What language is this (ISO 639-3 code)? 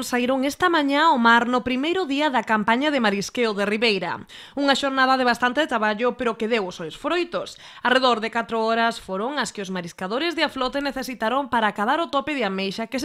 glg